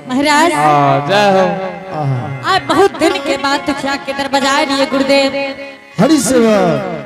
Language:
Angika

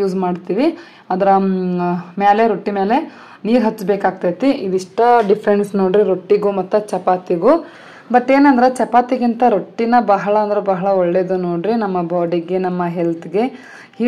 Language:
Kannada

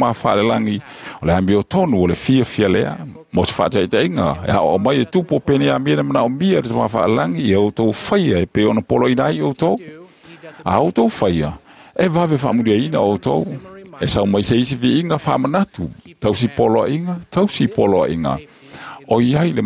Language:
Samoan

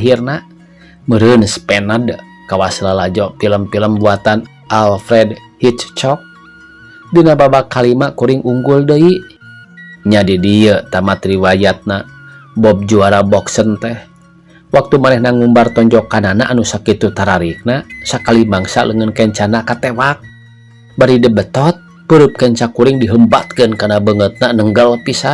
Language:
Sundanese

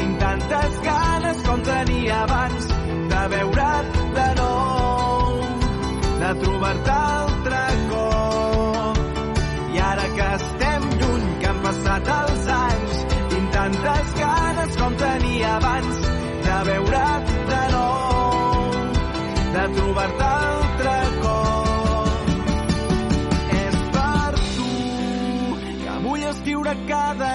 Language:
Catalan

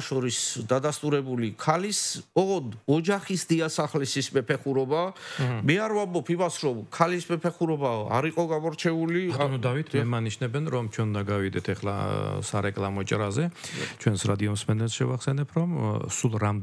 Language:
Georgian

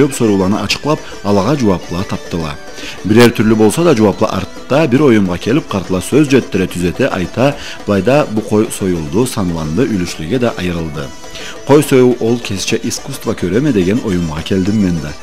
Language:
Karachay-Balkar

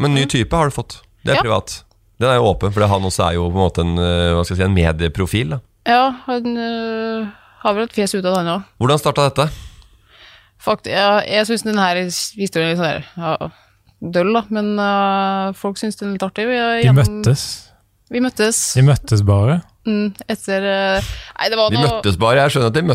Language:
Norwegian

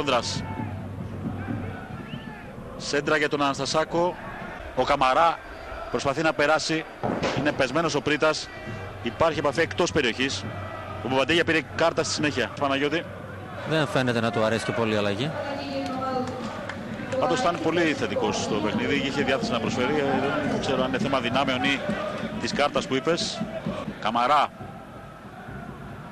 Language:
Greek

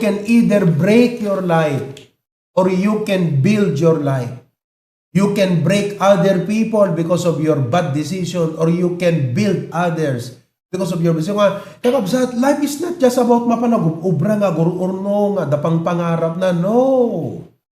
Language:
Iloko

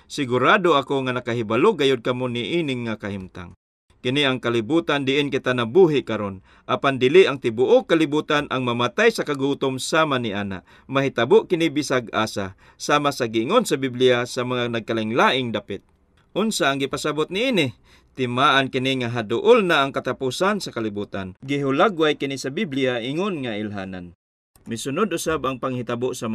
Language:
Cebuano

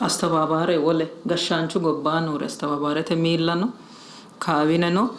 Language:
Sidamo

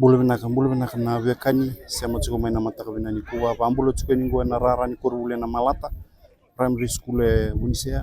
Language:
Fijian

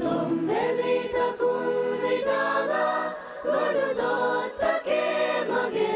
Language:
Divehi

